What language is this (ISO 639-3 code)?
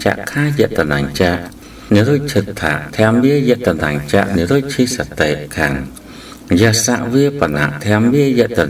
khm